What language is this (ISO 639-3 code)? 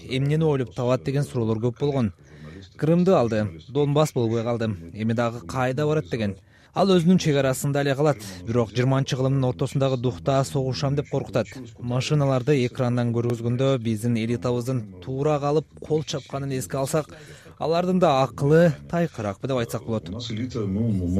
kir